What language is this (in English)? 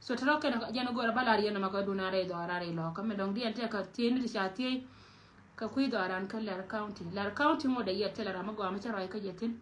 Nuer